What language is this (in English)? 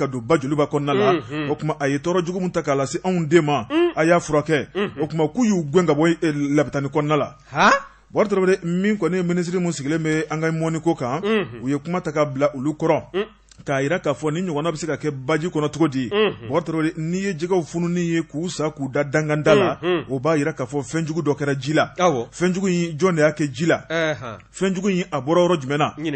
Bambara